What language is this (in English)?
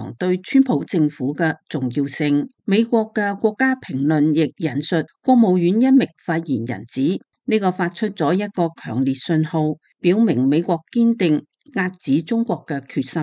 Cantonese